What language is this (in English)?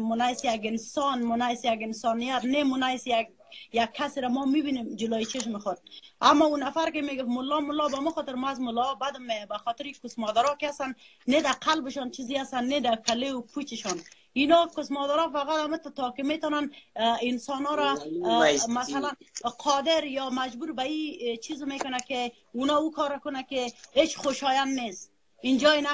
Persian